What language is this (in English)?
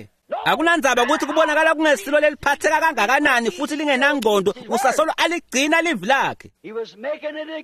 Swati